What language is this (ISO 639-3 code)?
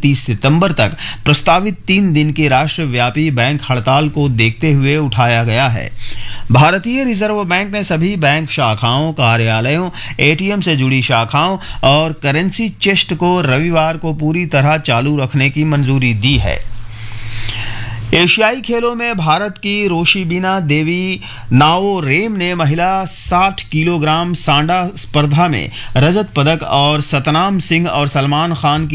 hin